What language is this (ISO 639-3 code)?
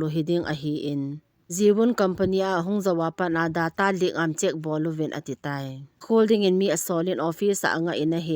tcz